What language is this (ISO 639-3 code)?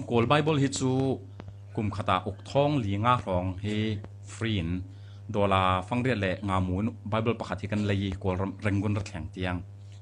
cfm